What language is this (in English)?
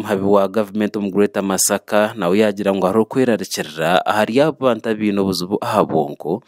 Nyankole